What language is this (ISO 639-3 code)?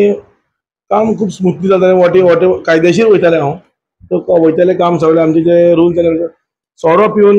kok